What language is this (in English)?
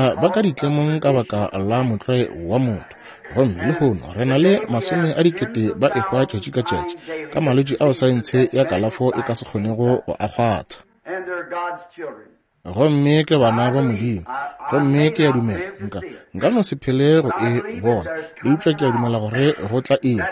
Northern Sotho